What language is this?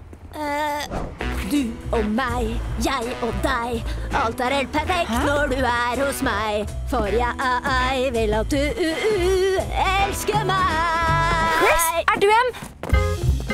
Norwegian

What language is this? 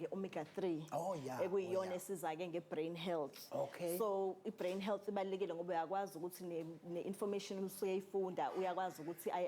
Zulu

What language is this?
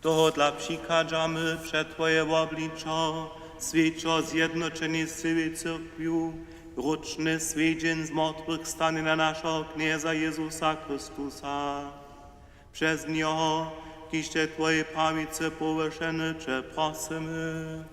Upper Sorbian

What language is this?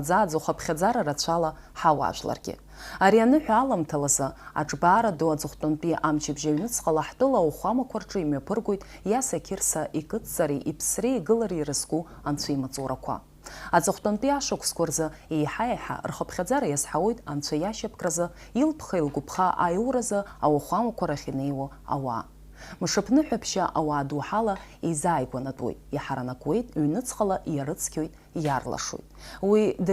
Abkhazian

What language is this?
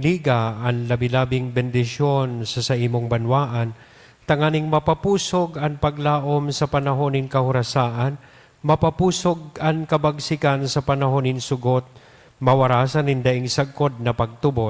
Bikol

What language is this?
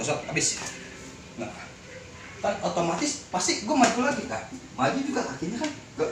Betawi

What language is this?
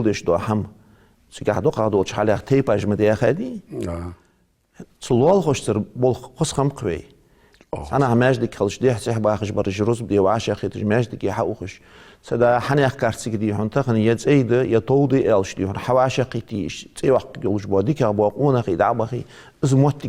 Ingush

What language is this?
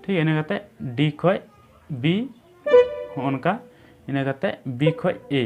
Santali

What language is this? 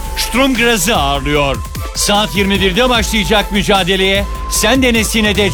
Turkish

